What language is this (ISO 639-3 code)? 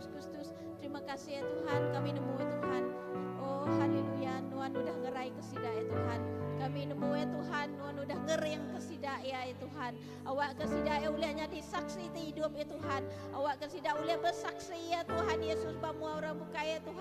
iba